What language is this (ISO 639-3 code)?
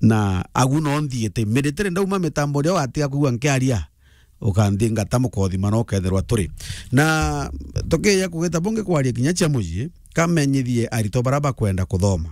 mer